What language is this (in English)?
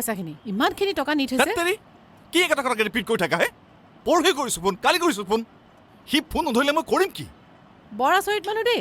Assamese